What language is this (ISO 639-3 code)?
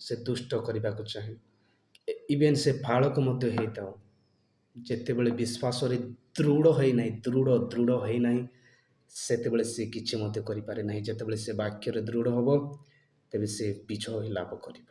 ori